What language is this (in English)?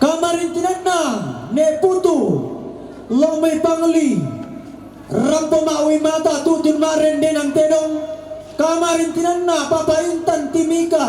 Toraja-Sa'dan